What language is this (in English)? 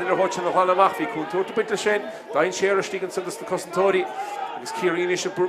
Irish